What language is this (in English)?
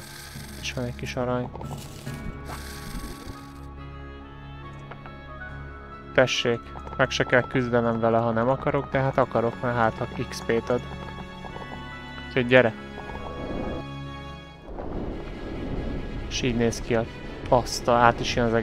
Hungarian